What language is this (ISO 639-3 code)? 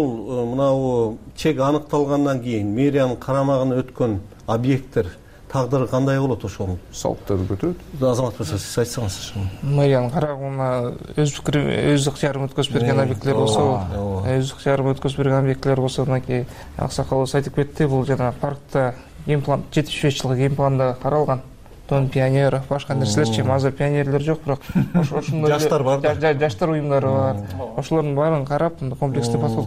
kir